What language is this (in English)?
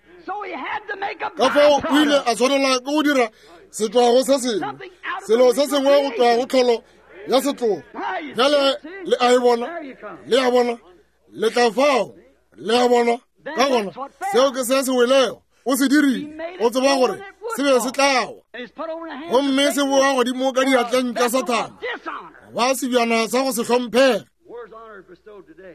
Northern Sotho